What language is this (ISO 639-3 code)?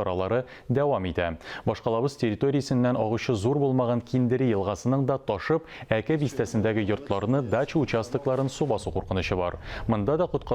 tat